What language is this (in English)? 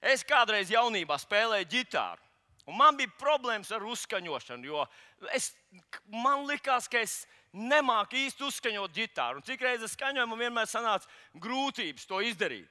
Latvian